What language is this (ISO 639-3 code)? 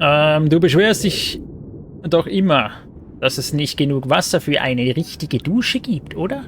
gsw